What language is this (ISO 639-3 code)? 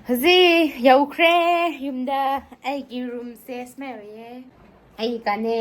mni